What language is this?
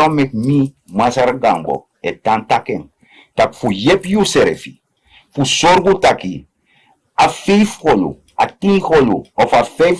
Sranan Tongo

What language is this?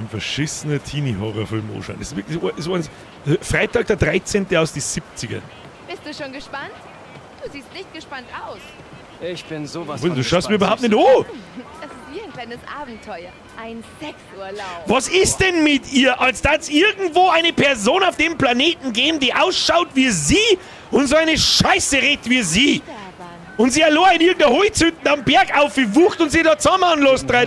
Bavarian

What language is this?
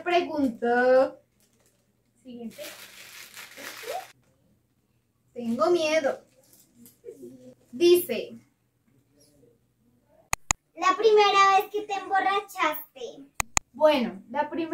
Spanish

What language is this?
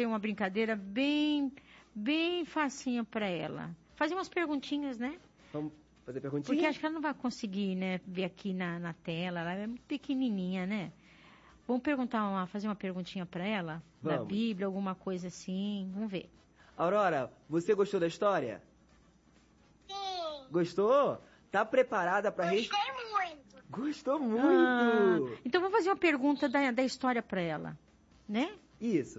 Portuguese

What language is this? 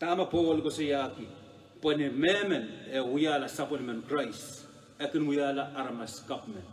Pohnpeian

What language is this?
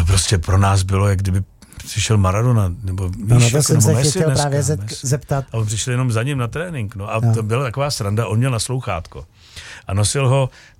Czech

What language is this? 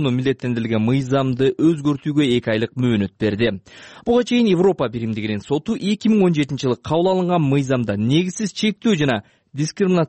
Kyrgyz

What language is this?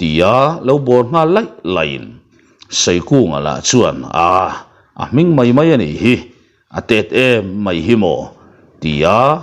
Mizo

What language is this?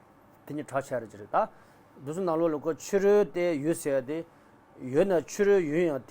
Tibetan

